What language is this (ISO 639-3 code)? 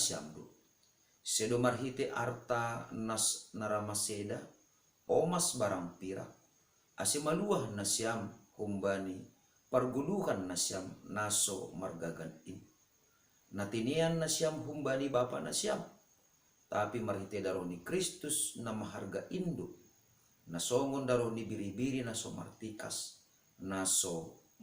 bts